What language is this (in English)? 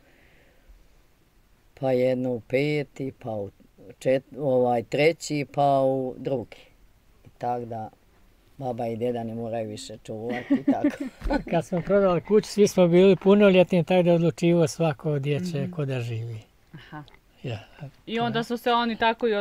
Bosnian